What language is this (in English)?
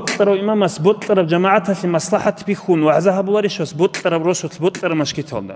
Avaric